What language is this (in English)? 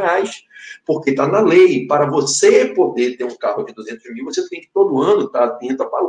Portuguese